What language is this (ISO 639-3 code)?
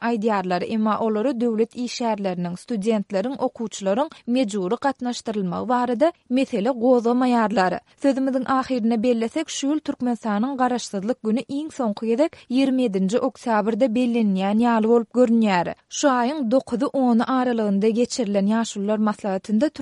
tuk